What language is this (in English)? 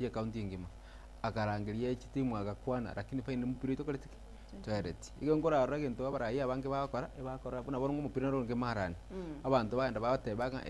Gusii